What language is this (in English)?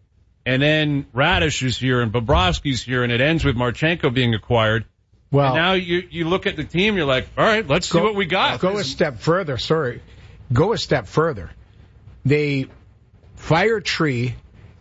English